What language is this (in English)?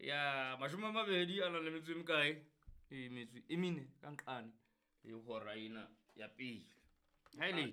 Southern Sotho